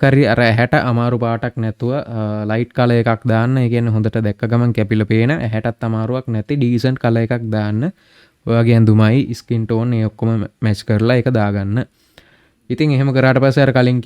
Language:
Sinhala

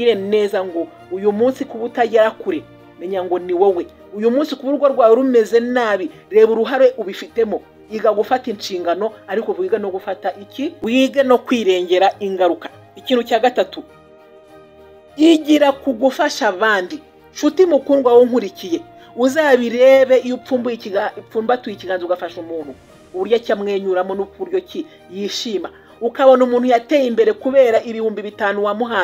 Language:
Kinyarwanda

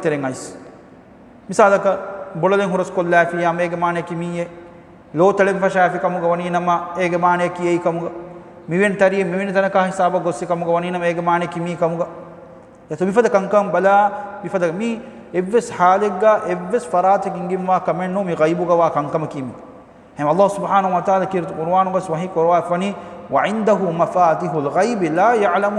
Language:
Divehi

